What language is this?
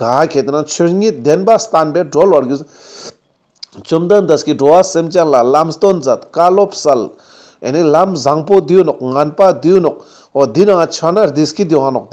Ladakhi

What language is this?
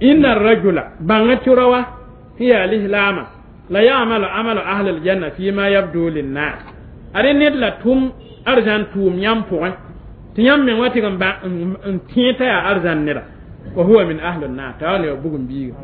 Mossi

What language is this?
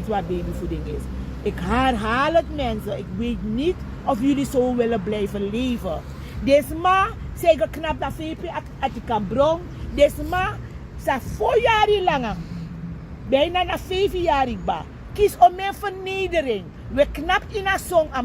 Sranan Tongo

